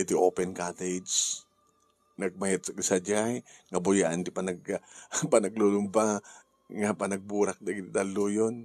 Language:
Iloko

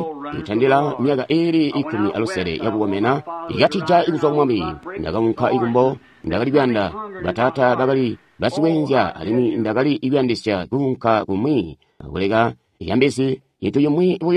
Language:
Tonga (Zambia)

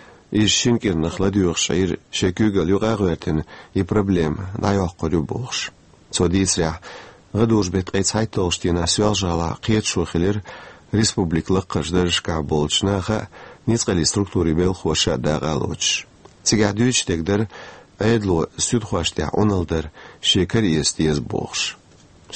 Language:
Chechen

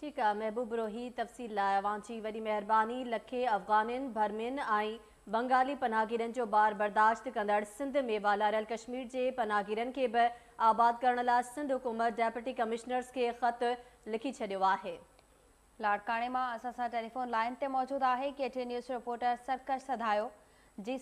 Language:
Sindhi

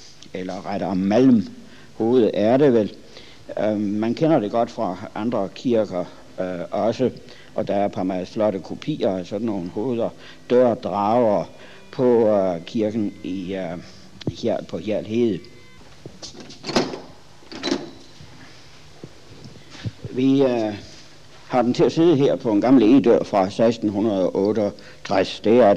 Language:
Danish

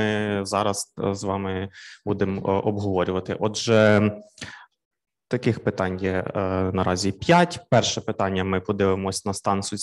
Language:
Ukrainian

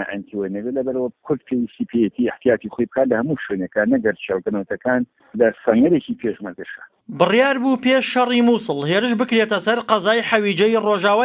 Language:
Central Kurdish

